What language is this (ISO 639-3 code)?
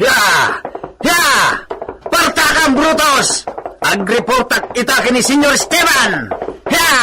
ilo